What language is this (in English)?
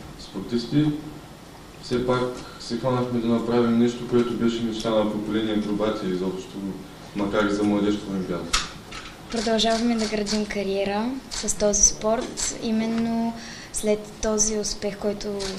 Bulgarian